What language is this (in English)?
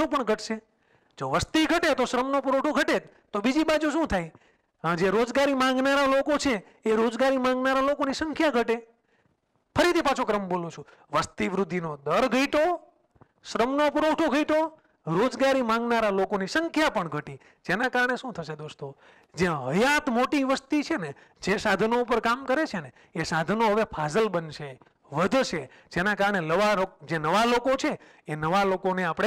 Gujarati